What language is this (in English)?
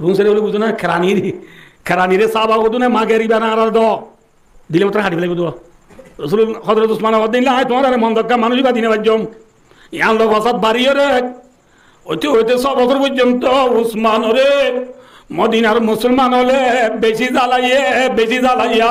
Rohingya